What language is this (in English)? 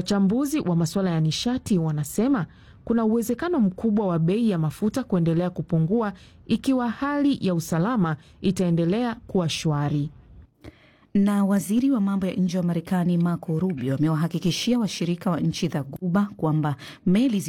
Swahili